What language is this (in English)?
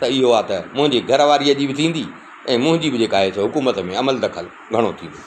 Sindhi